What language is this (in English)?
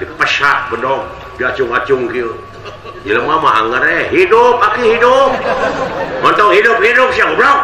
Sundanese